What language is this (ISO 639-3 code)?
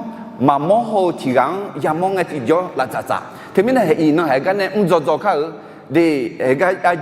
ahk